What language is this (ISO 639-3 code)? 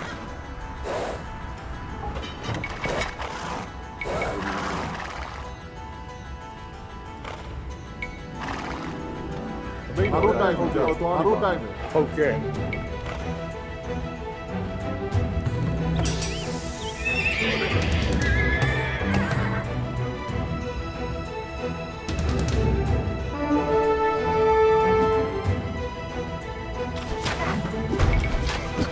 mya